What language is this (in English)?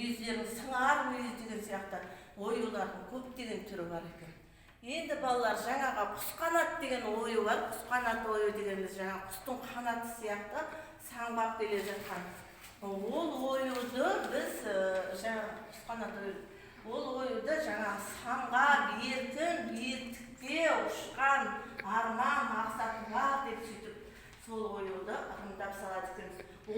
Kazakh